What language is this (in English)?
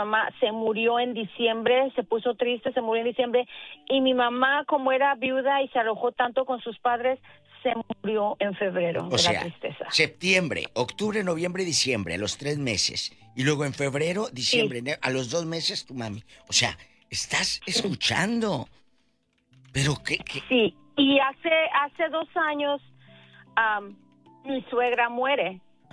Spanish